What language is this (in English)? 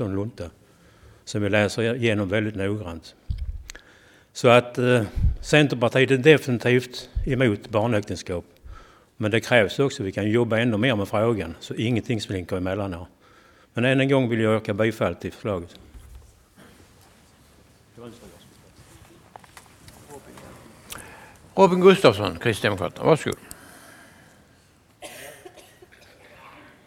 Swedish